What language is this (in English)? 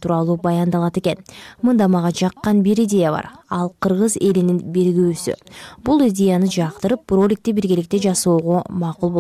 Kyrgyz